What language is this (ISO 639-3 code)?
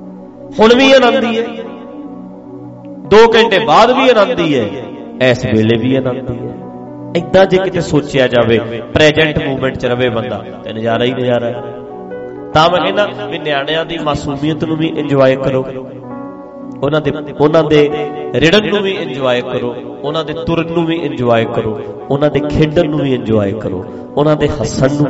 pan